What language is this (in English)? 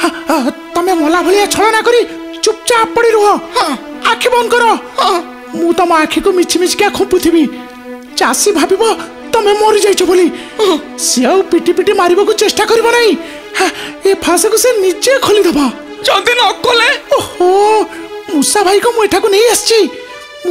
Odia